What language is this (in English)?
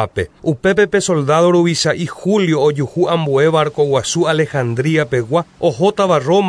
Guarani